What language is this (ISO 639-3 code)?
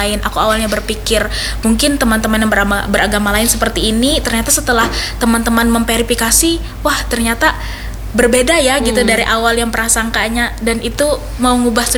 ind